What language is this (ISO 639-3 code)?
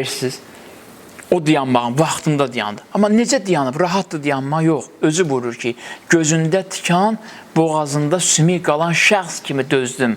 aze